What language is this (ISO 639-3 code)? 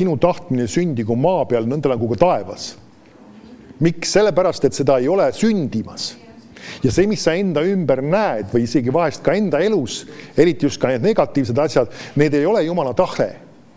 est